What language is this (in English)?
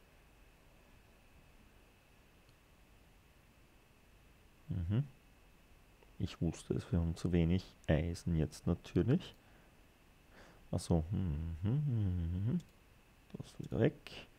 German